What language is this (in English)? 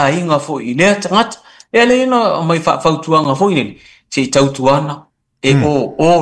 Samoan